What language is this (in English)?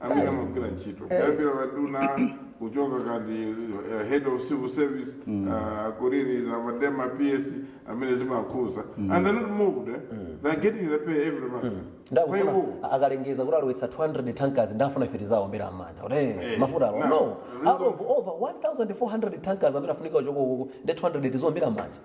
Nyanja